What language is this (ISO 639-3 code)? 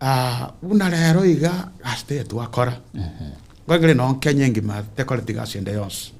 guz